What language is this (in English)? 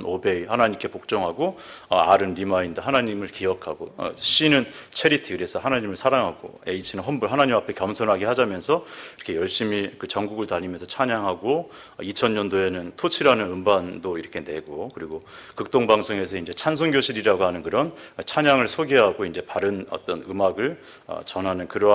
Korean